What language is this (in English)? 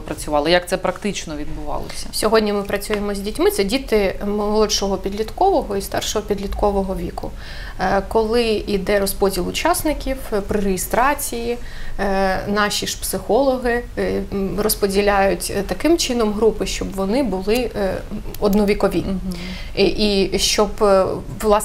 Ukrainian